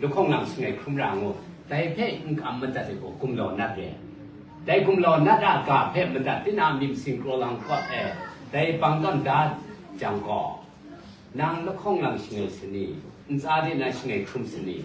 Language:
Kachin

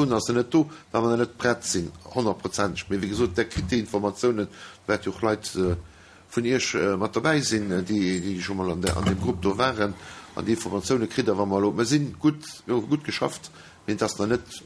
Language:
Luxembourgish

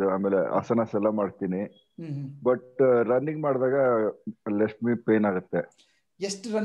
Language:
Kannada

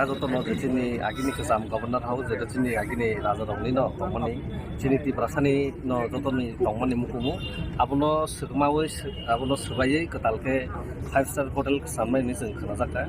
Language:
Kok Borok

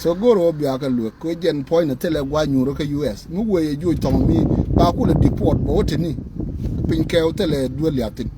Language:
Nuer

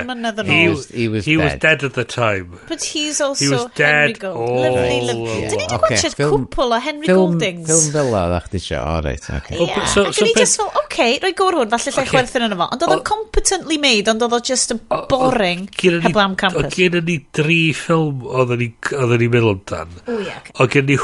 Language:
Welsh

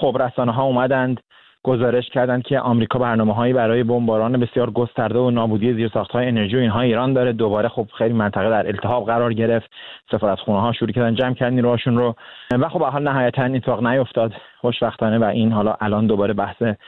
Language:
Persian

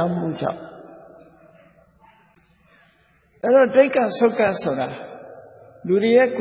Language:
Burmese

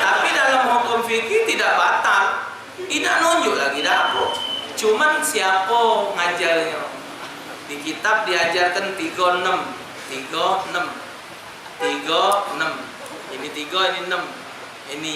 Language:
Musi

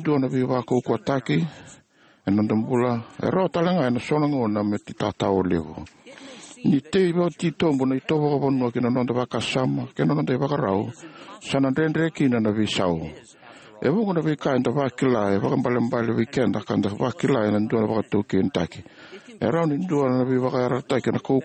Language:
Fijian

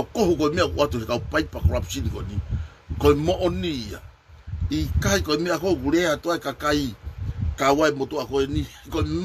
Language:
Tongan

